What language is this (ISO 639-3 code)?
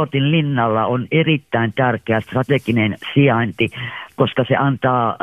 fin